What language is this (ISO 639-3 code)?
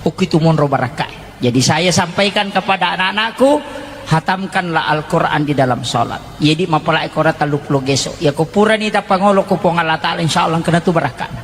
bug